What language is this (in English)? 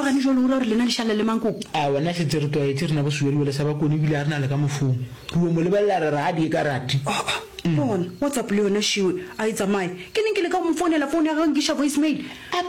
Northern Sotho